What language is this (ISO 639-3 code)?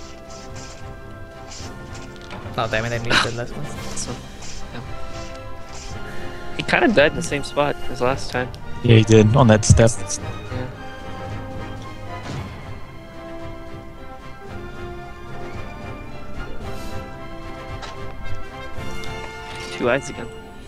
eng